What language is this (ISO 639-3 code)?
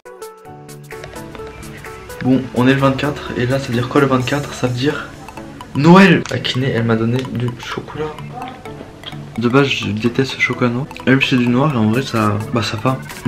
fra